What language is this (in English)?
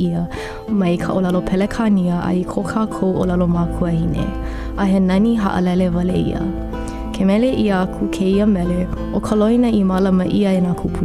Hawaiian